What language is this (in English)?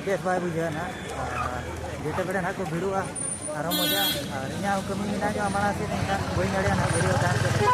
Santali